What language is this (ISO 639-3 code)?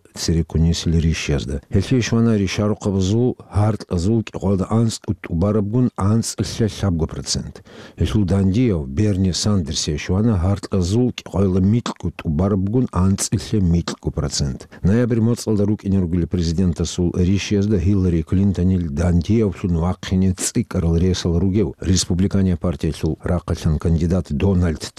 ava